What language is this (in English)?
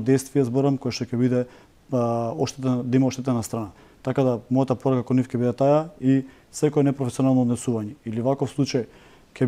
Macedonian